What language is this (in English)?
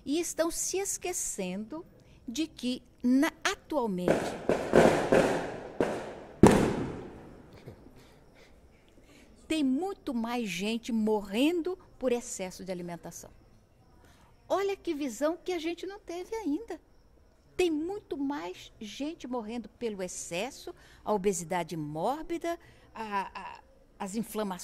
Portuguese